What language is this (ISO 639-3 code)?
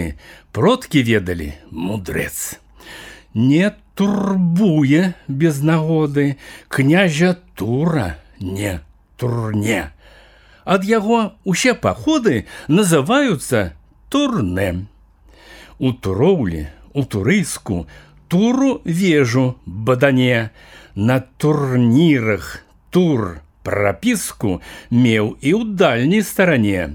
bel